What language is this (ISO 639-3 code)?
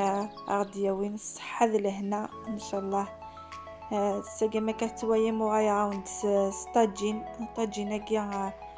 kab